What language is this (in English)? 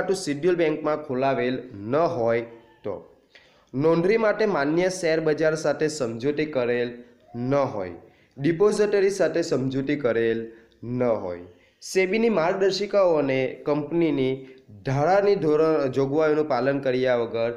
Gujarati